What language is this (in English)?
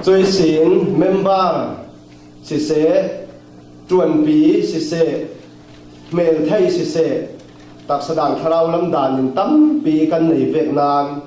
Falam Chin